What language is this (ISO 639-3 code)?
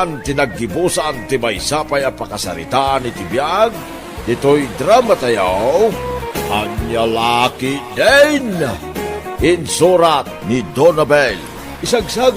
ilo